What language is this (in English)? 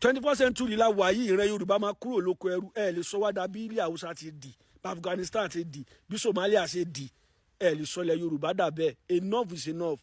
Yoruba